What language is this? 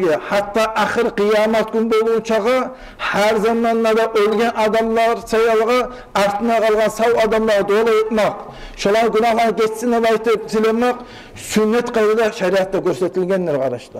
Kumyk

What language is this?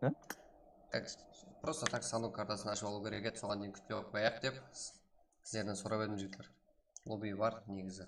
Kara-Kalpak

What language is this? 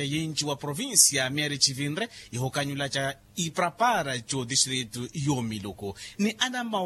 Makhuwa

